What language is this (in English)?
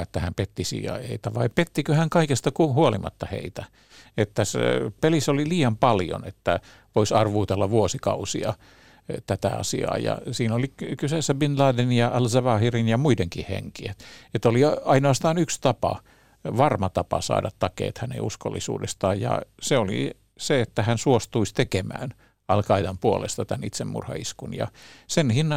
Finnish